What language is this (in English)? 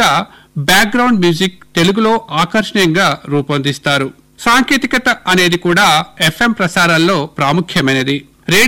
Telugu